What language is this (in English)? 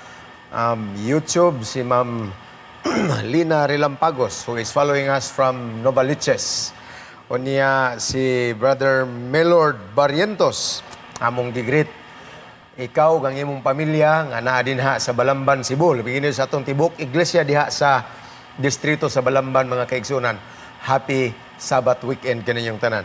Cebuano